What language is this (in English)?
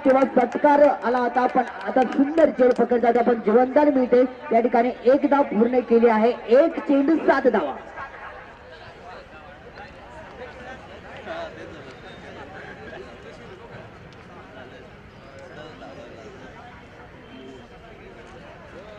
Marathi